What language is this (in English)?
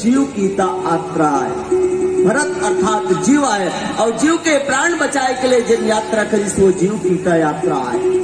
Chhattisgarhi